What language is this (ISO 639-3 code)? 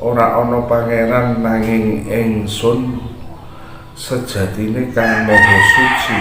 jav